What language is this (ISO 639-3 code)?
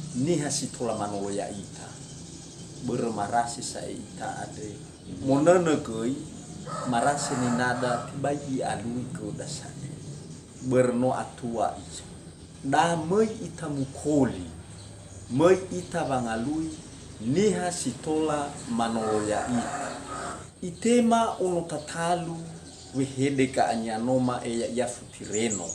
nia